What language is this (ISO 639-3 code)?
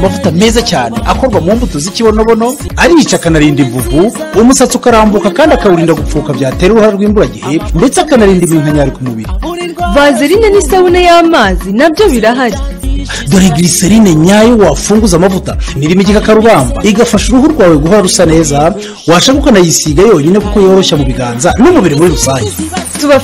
kin